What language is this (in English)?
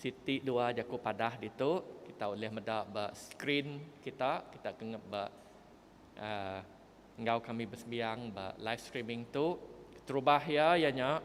Iban